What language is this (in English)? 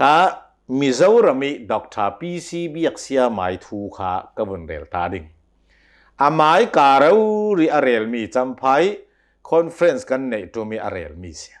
Hakha Chin